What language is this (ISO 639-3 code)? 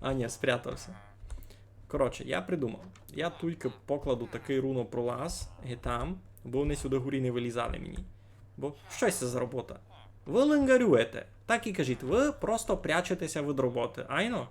rue